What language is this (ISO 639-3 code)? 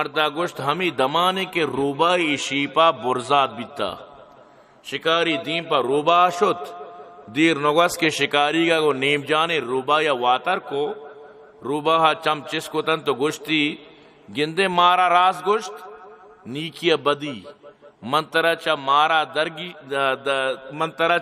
bal